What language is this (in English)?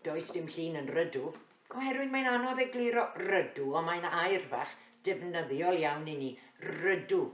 Welsh